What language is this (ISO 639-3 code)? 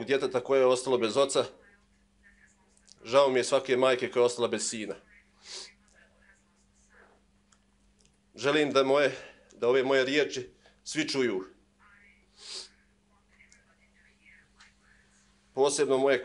bos